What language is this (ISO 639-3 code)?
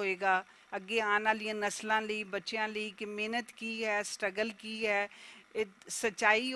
lah